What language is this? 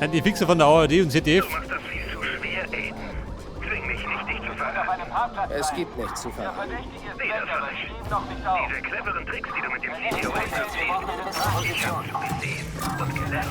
Bavarian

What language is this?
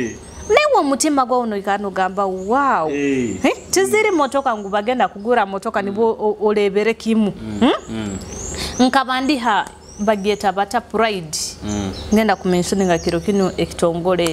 Nyoro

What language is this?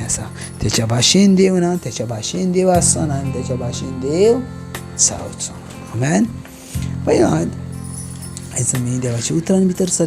Konkani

